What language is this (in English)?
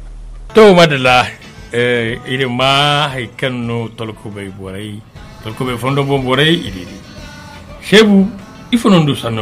Zarma